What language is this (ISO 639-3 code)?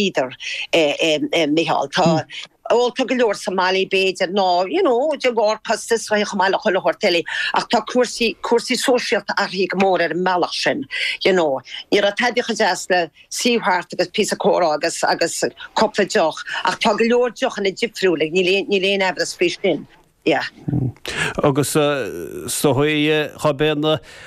gle